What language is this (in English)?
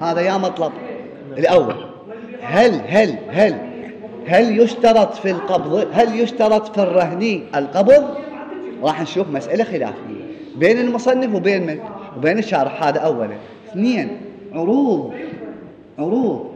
Mesopotamian Arabic